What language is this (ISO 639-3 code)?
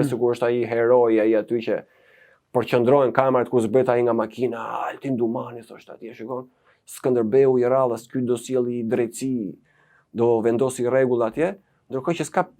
sqi